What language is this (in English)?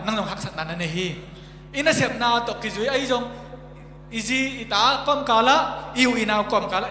Tedim Chin